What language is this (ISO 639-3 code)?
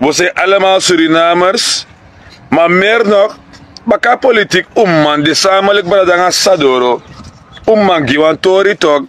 srn